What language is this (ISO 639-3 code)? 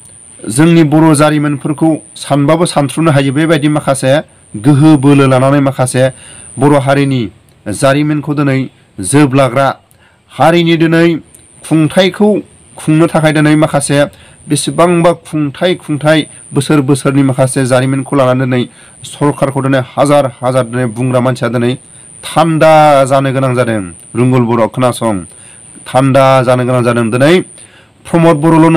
brx